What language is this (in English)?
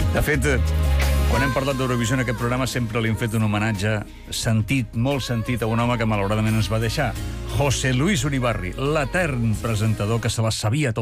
Catalan